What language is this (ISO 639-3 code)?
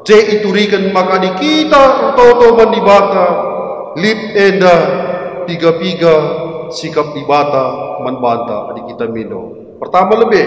btx